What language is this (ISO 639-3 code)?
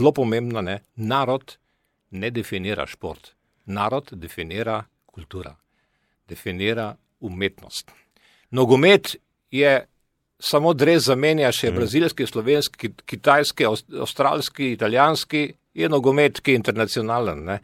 slv